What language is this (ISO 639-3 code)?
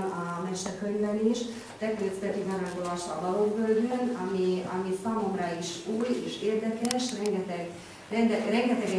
hun